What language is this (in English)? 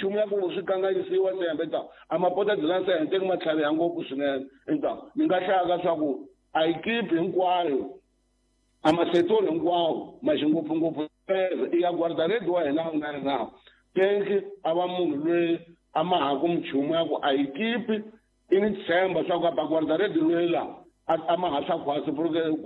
Tsonga